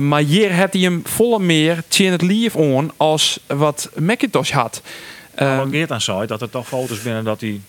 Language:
Western Frisian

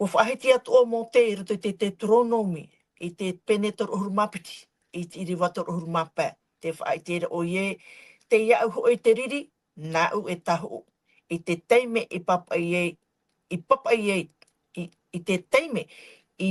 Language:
Tahitian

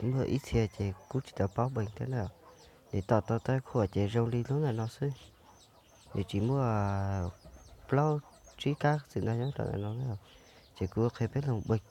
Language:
Hmong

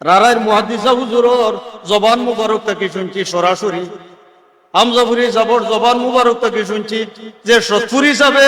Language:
Sylheti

